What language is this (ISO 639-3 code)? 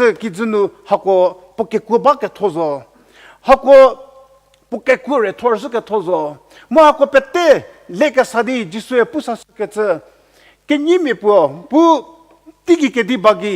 njm